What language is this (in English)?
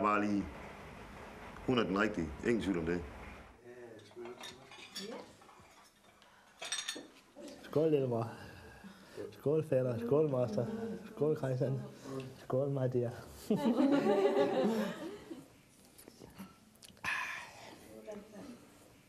Danish